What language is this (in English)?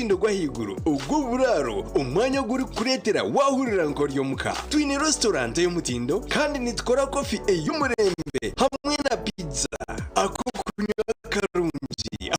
Nyankole